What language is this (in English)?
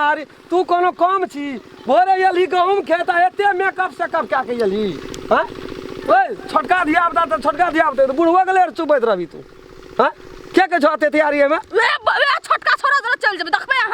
Maithili